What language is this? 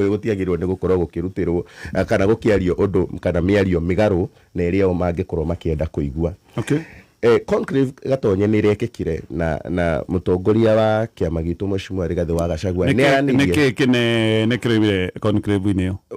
Kikuyu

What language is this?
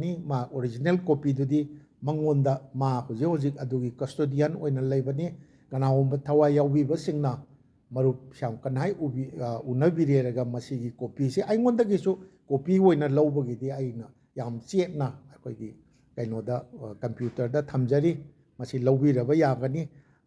Manipuri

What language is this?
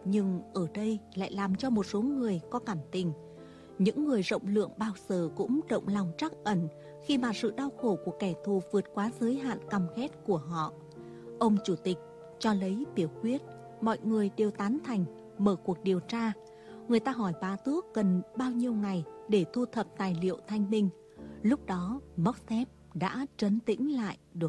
Vietnamese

